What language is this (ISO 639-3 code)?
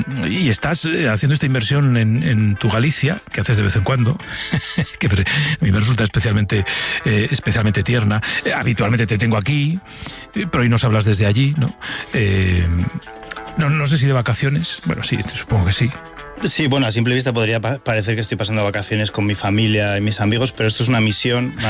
spa